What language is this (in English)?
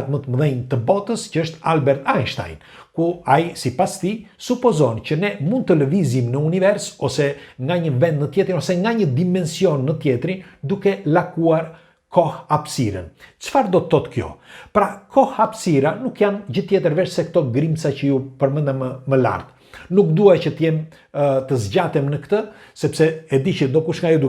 Albanian